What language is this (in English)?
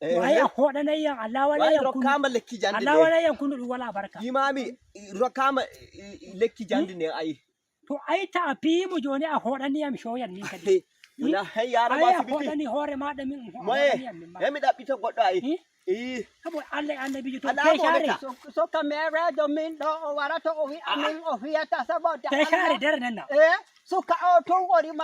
Nigerian Fulfulde